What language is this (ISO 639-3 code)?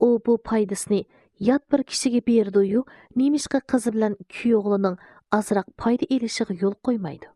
uig